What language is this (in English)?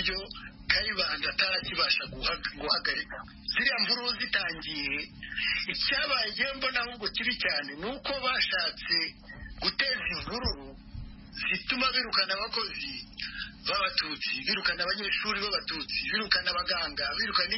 Kinyarwanda